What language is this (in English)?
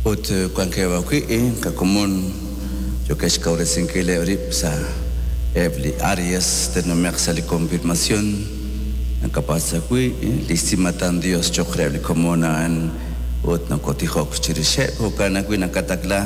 Kekchí